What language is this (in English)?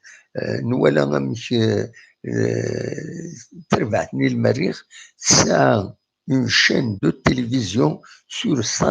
Kabyle